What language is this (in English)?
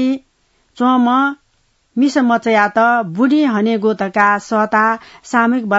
Newari